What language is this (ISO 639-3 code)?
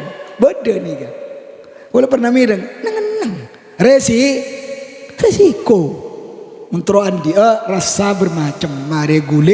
mad